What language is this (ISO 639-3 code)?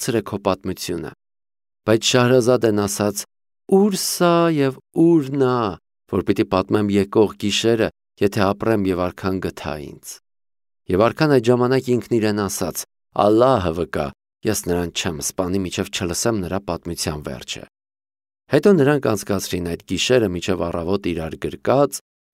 hye